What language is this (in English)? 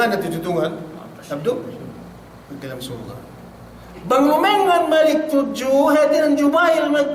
Yakan